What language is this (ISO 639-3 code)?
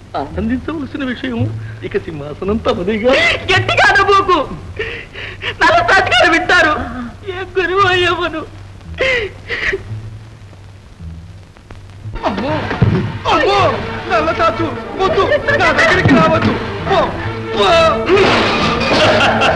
tel